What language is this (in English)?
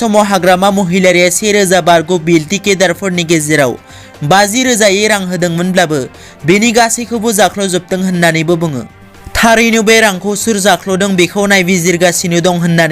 Bodo